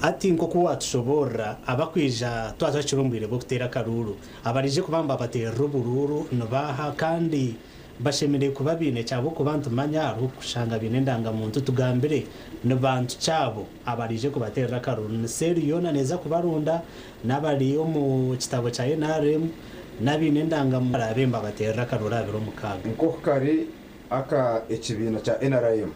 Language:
Nyankole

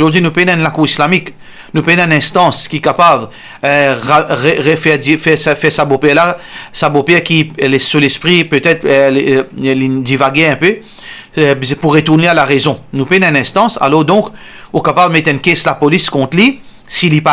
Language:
Morisyen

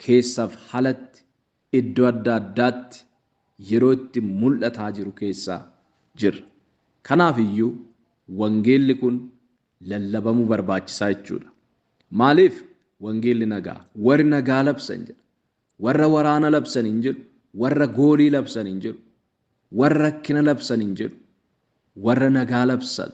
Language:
Oromo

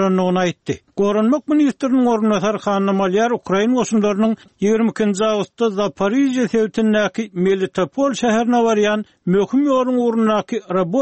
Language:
Turkmen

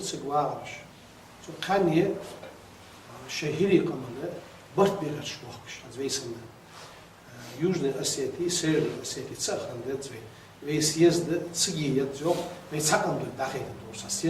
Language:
Ingush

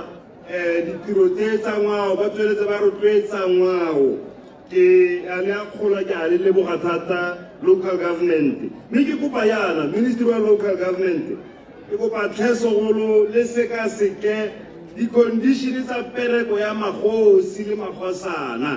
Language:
Tswana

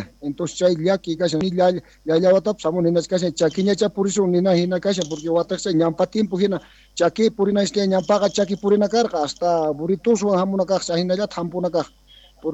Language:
South Bolivian Quechua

